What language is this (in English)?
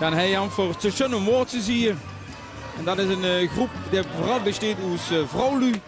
Limburgish